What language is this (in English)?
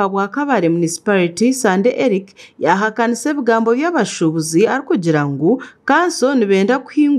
Nyankole